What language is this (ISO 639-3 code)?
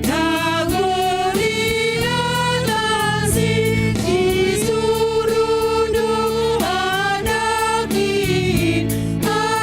bts